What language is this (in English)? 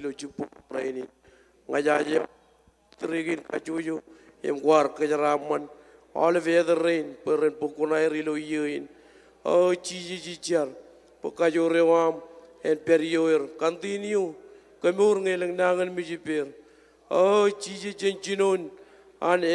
Marshallese